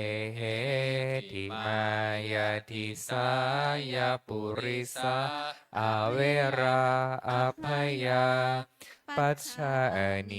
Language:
Pali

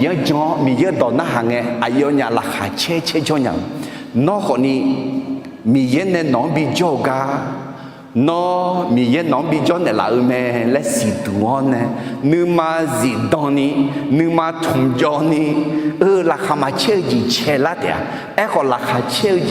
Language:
Akha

